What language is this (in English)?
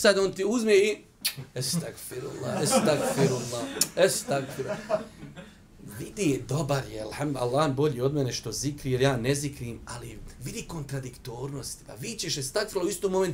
Bosnian